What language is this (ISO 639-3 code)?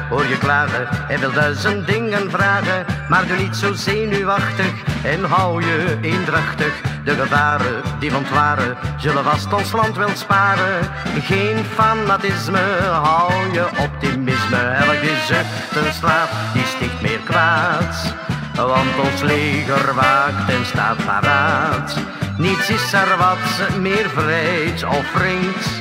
nld